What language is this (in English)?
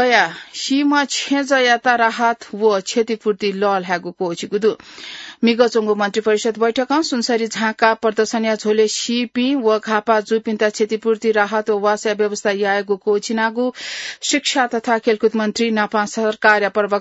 Newari